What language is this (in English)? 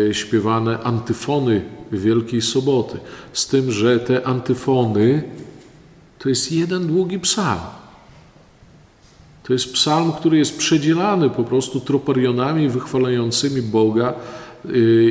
Polish